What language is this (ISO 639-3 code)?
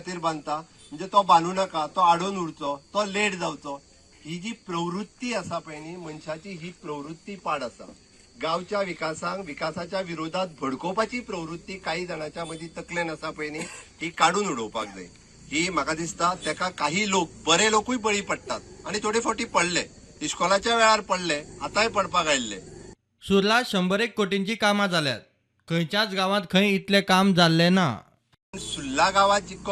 kok